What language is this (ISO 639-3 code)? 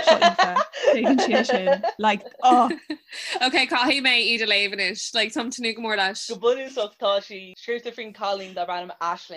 gle